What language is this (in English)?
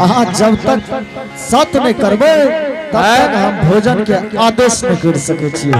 Angika